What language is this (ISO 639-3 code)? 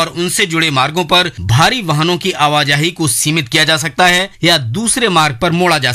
hin